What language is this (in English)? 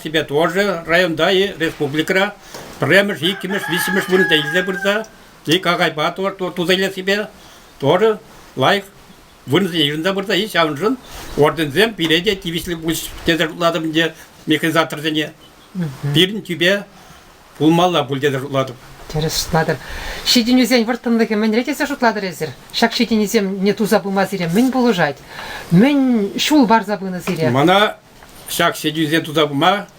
Chuvash